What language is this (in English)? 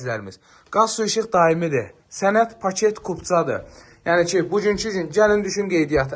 Azerbaijani